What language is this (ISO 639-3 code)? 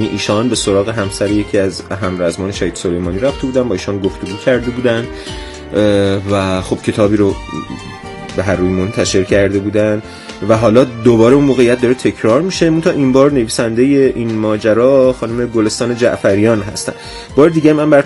fas